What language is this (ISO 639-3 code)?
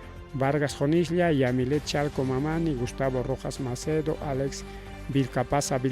quy